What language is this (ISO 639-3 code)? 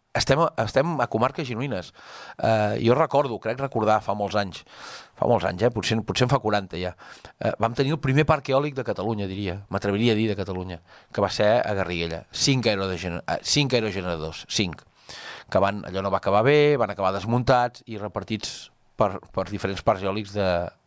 cat